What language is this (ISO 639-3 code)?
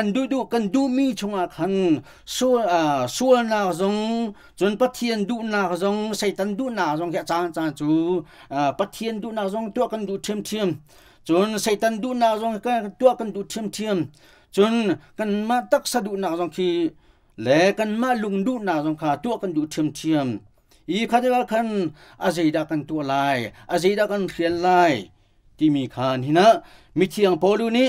cnh